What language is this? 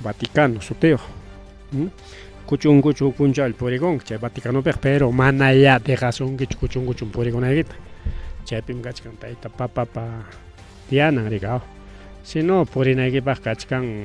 Ayacucho Quechua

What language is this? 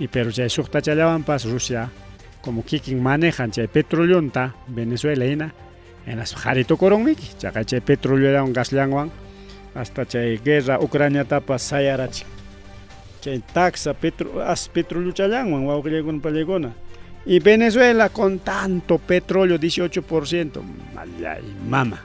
Ayacucho Quechua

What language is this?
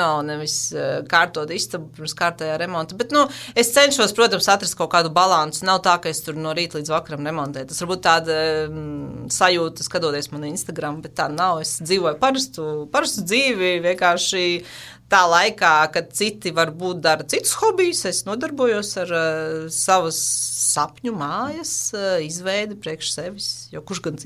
Latvian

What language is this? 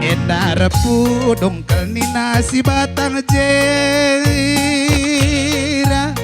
Batak Karo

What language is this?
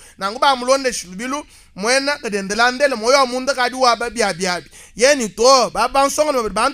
Luba-Lulua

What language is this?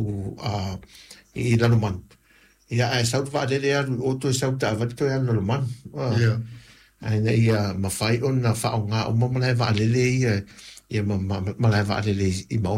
Samoan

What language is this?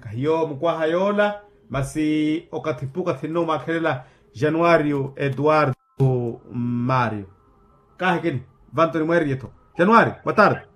Makhuwa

